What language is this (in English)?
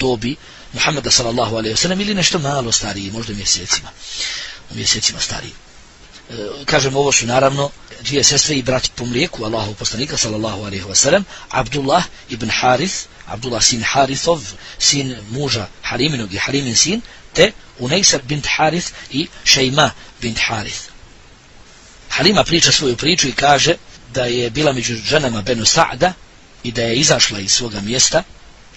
Bosnian